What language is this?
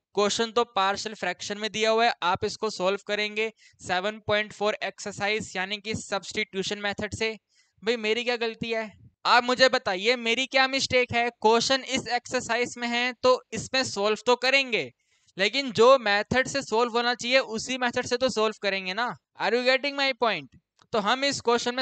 Hindi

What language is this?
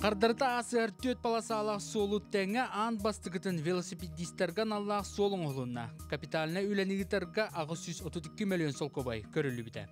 Yakut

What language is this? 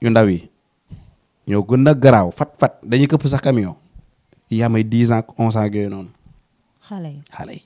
Wolof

